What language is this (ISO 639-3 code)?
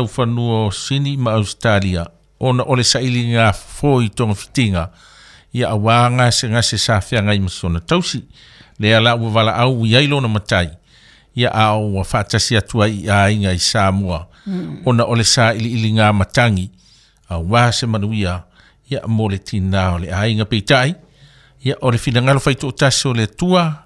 smo